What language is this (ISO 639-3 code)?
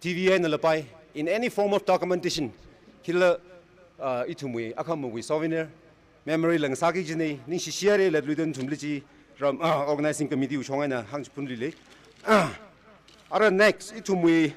nmf